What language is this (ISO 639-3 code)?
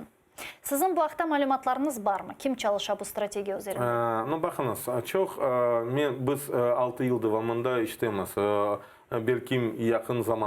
crh